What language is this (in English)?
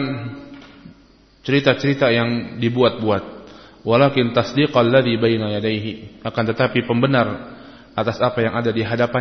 Indonesian